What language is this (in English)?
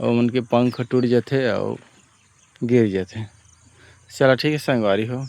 Chhattisgarhi